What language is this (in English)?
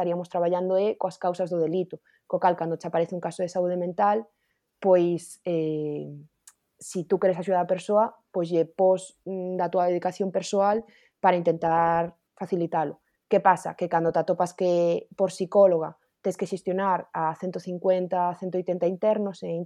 Galician